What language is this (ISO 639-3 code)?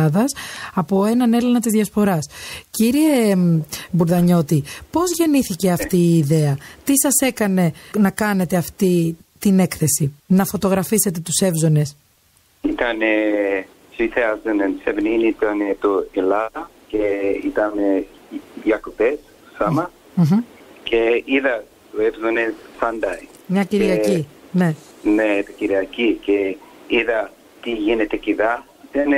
ell